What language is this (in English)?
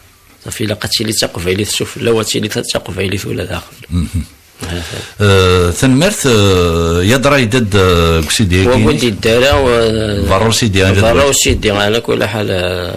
Kabyle